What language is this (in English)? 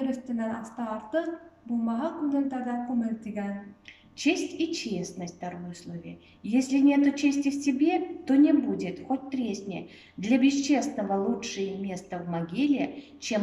Bashkir